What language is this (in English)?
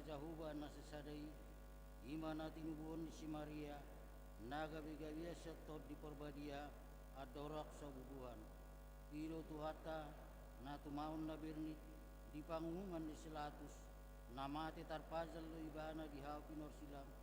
Batak Toba